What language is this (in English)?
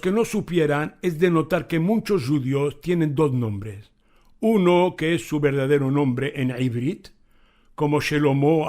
Ladino